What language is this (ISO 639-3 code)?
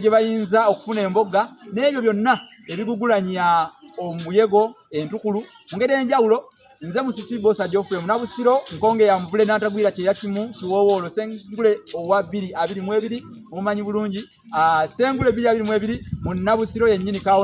lug